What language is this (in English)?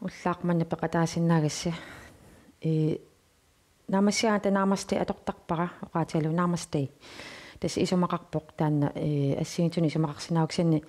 Kalaallisut